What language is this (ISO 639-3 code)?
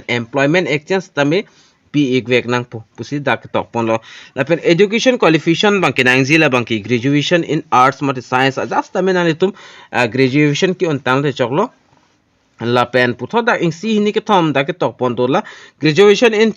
mjw